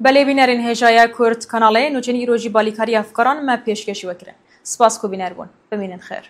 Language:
Kurdish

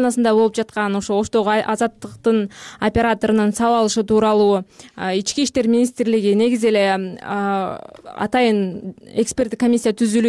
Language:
Kyrgyz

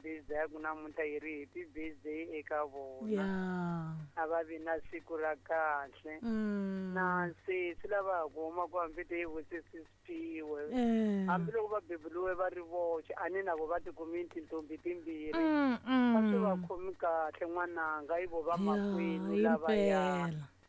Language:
Tsonga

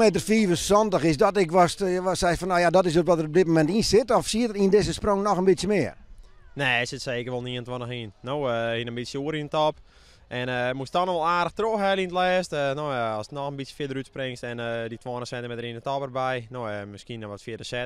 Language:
Western Frisian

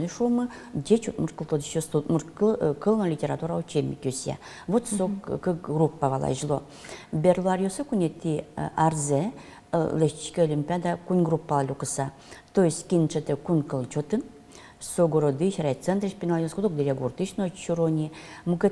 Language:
Udmurt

